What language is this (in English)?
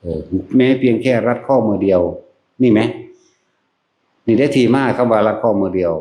Northeastern Thai